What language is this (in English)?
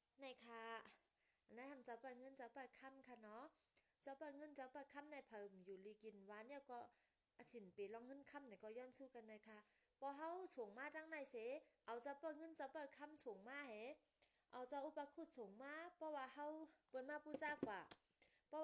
Shan